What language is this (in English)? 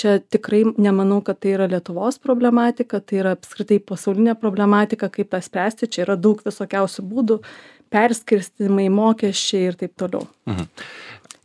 Lithuanian